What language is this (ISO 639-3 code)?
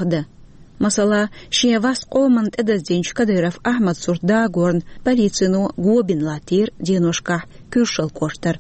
che